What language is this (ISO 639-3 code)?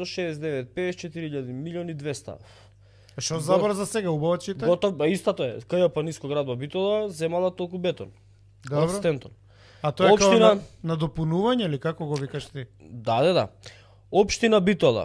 mkd